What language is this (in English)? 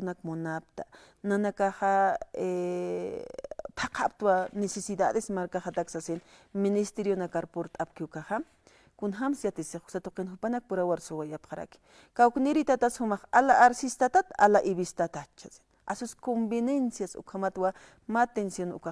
Aymara